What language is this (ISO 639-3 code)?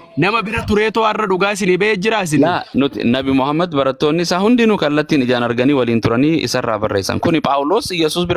orm